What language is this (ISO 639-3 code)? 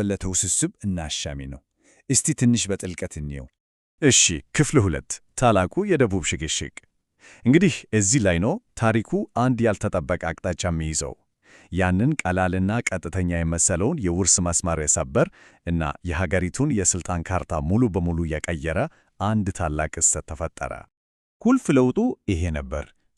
amh